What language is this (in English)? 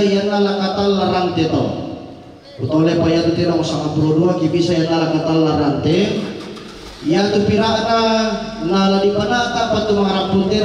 Toraja-Sa'dan